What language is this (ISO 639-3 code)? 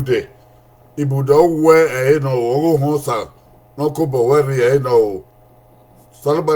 bin